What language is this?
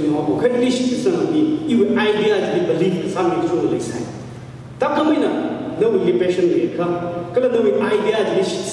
Tangkhul Naga (India)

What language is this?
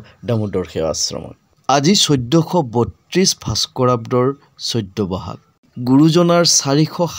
Assamese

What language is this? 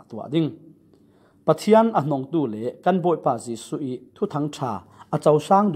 Falam Chin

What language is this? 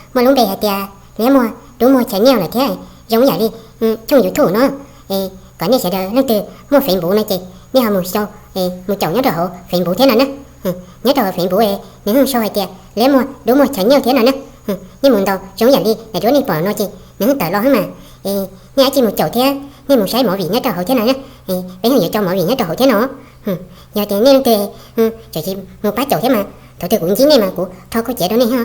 Hmong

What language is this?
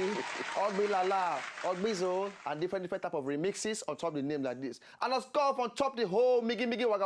Nigerian Pidgin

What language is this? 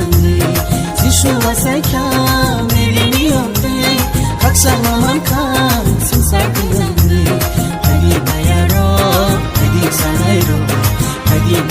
Kok Borok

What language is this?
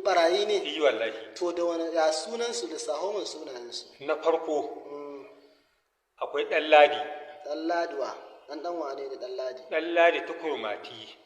Hausa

